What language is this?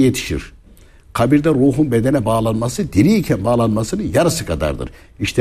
Turkish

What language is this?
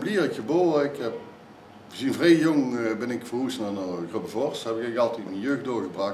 Limburgish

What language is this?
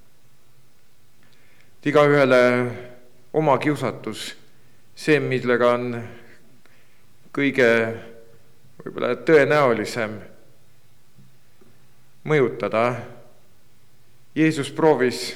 Estonian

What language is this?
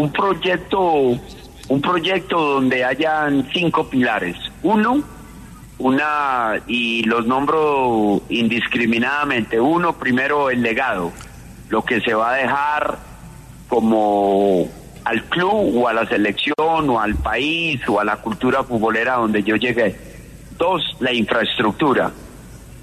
Spanish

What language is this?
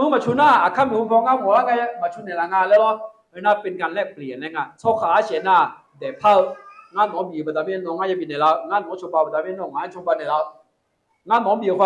Akha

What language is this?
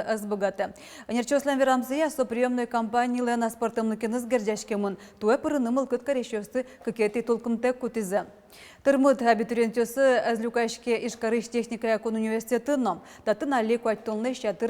Udmurt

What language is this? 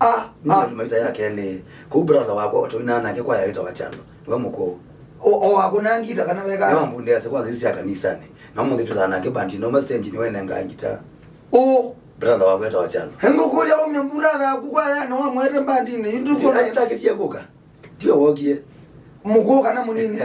Kamba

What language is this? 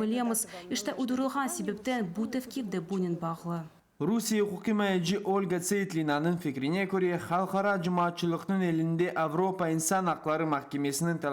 Crimean Tatar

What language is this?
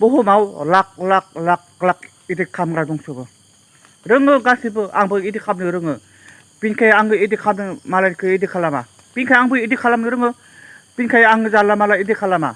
Bodo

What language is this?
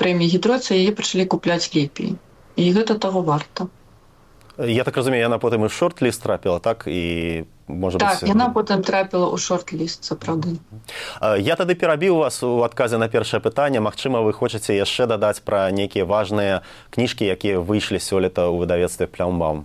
Belarusian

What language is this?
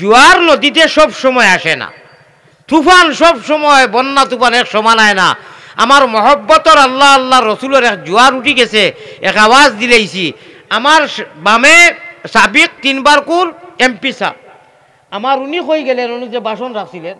Sylheti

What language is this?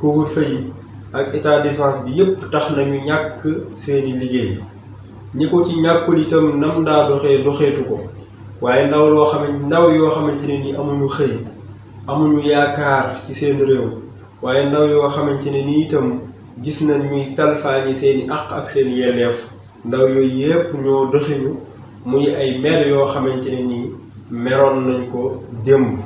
Wolof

